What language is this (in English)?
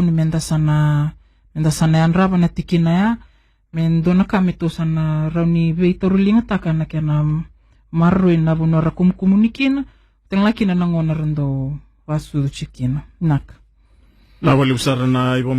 Fijian